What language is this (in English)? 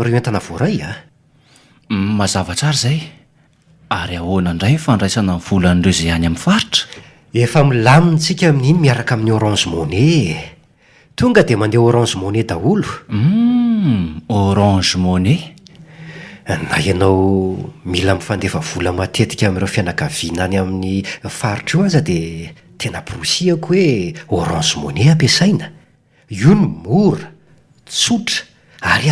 Malagasy